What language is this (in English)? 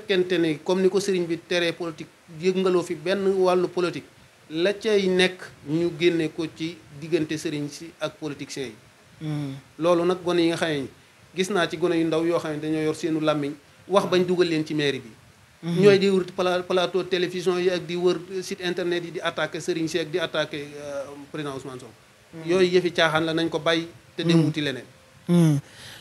Wolof